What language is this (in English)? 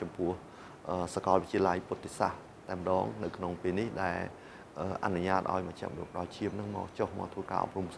Khmer